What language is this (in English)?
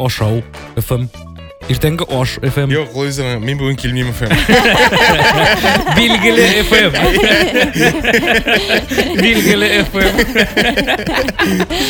Tatar